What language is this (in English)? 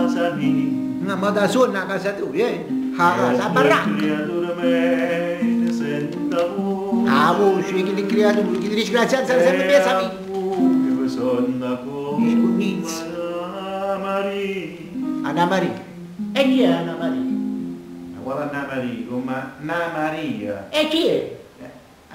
Neapolitan